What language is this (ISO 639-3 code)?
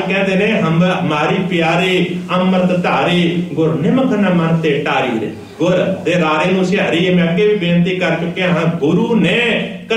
pan